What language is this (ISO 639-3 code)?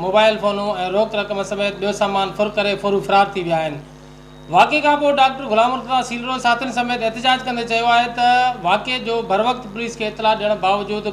snd